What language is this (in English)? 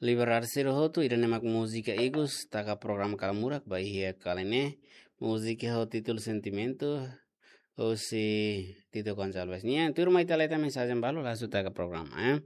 Tetum